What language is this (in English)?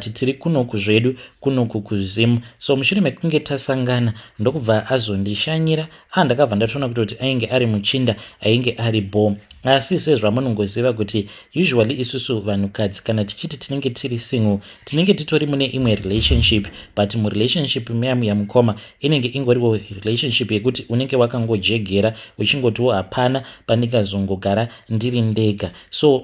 Shona